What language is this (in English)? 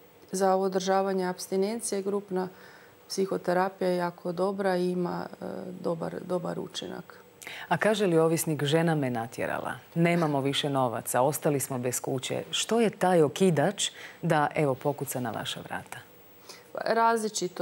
Croatian